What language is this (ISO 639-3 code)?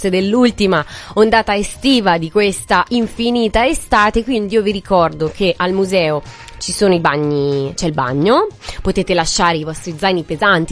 ita